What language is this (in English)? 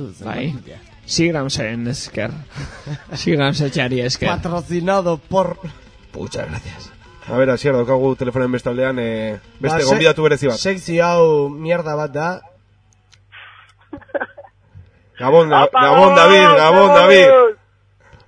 Basque